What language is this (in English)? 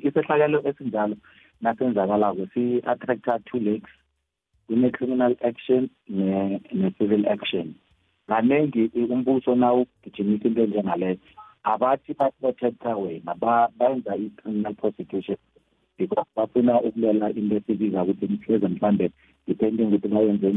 South Ndebele